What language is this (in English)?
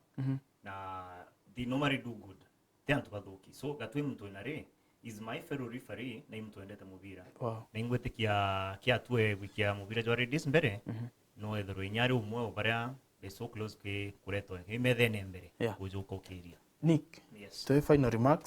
Meru